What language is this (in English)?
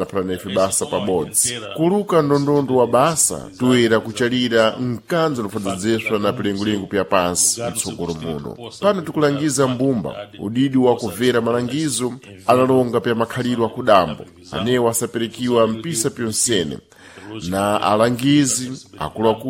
Sena